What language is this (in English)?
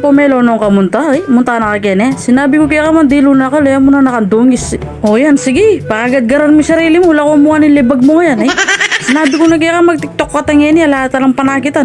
Pampanga